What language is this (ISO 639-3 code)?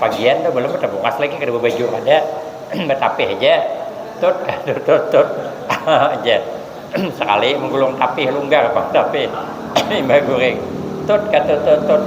bjn